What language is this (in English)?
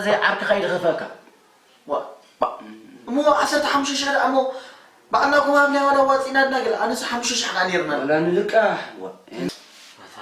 Tigrinya